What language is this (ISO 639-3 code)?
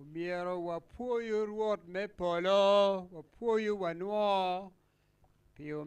ach